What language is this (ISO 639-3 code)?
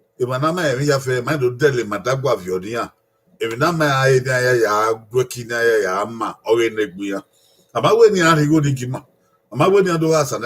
bin